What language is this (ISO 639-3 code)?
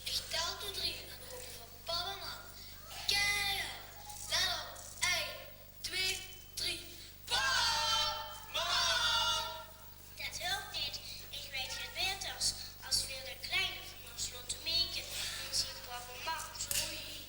lim